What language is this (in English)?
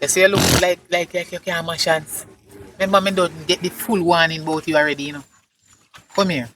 Jamaican Creole English